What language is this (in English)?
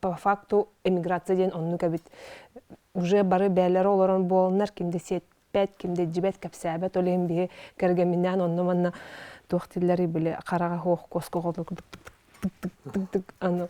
Yakut